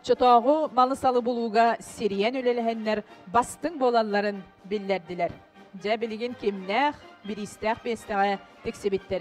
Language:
Yakut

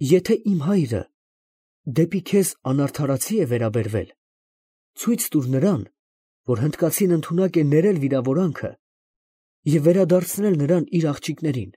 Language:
Armenian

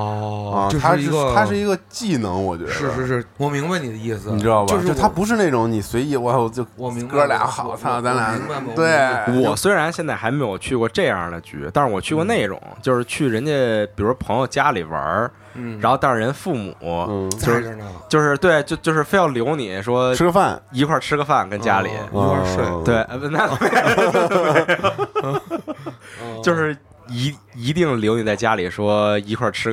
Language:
Chinese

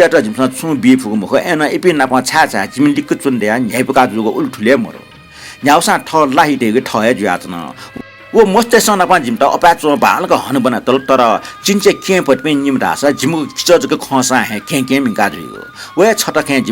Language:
Newari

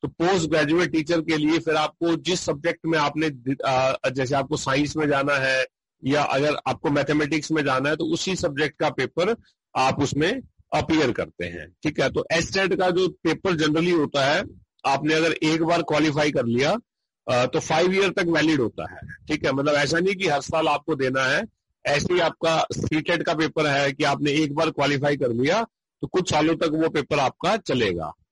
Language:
Hindi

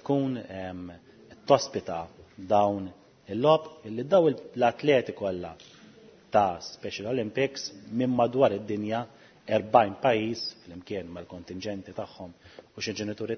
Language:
Maltese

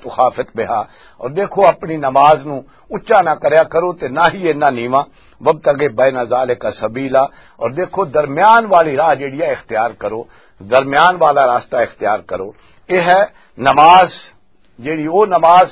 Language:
Western Panjabi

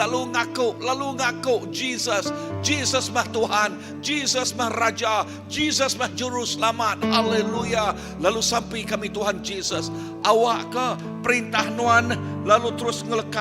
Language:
Iban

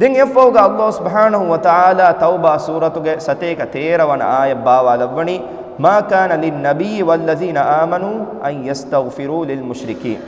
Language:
Divehi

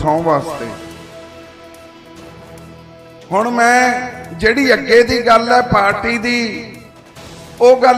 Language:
Punjabi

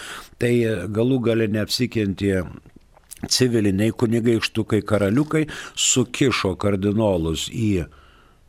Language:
Lithuanian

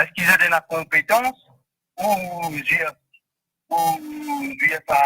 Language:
Morisyen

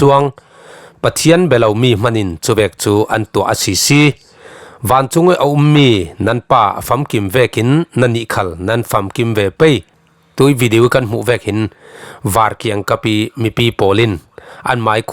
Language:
Falam Chin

